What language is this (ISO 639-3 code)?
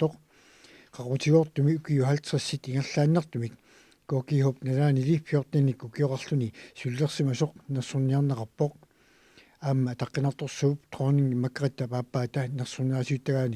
kal